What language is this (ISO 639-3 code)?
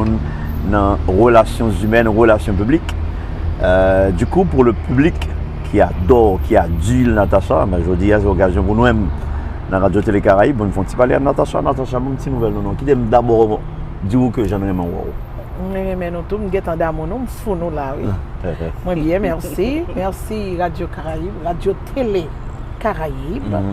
hat